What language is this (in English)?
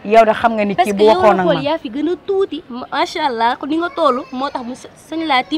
Wolof